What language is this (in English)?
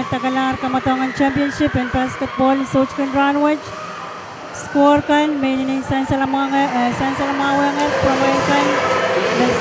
Pohnpeian